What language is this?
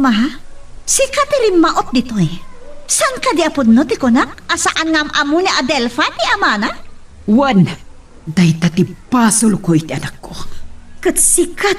Iloko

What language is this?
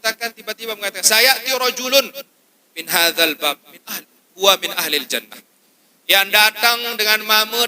Sasak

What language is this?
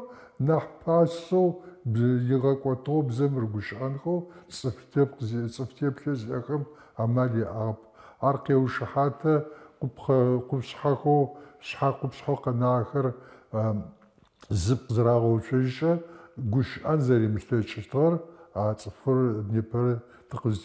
Adyghe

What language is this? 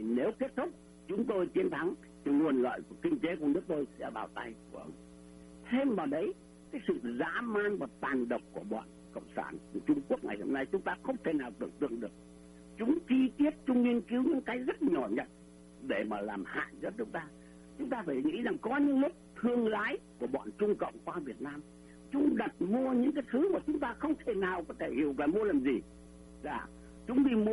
Vietnamese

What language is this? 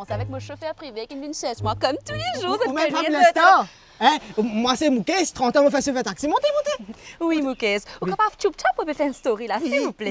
Morisyen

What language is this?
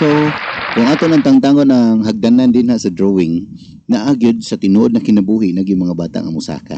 Cebuano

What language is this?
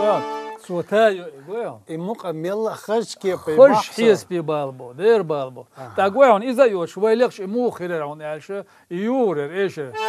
Chechen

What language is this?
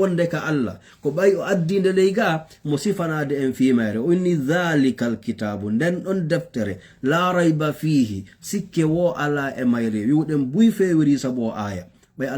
Fula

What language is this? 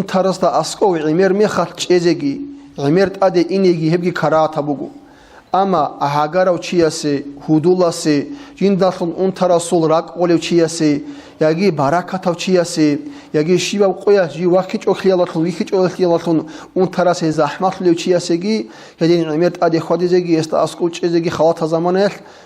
Avaric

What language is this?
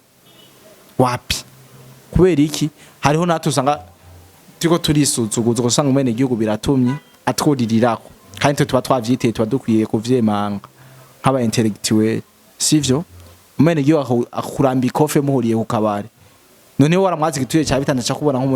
Rundi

